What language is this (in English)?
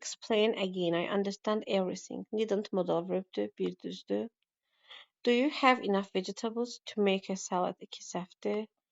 Azerbaijani